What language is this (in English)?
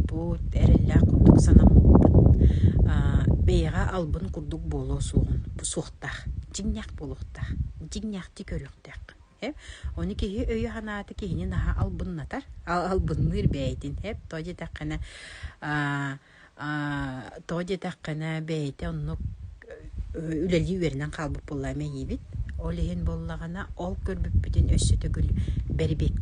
Yakut